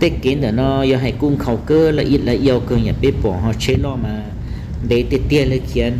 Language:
Hmong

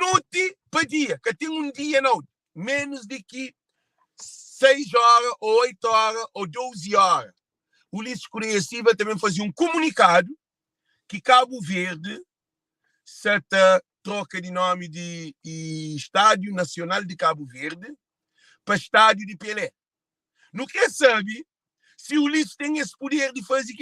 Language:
Kabuverdianu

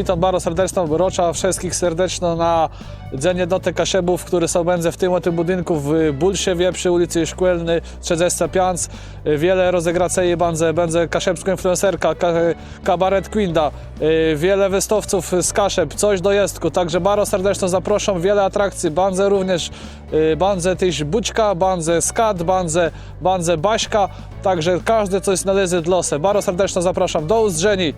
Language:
Kashubian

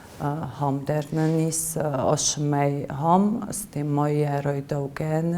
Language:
Ossetic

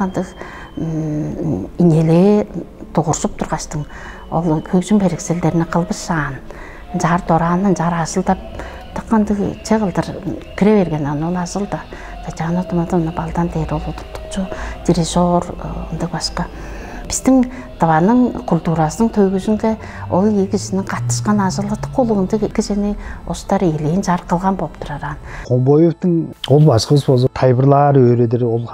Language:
Tuvinian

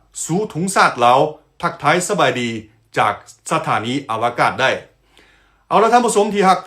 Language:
Lao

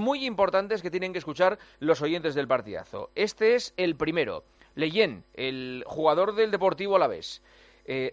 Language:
Spanish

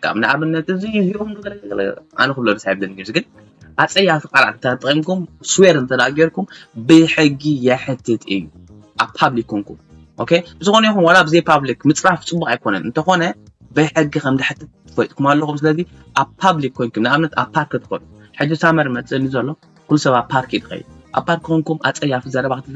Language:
Tigrinya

